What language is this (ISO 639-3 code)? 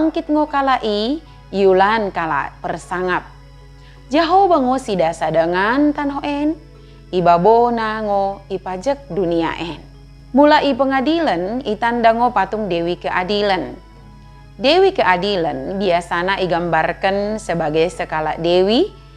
btd